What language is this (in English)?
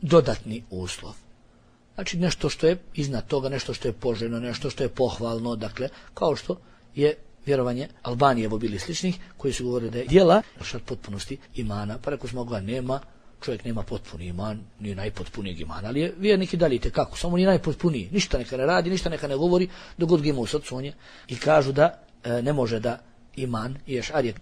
Bosnian